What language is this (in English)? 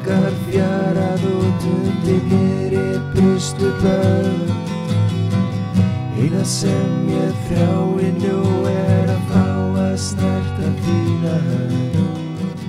Icelandic